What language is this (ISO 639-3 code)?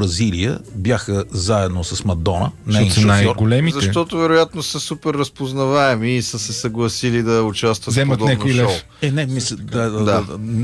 bul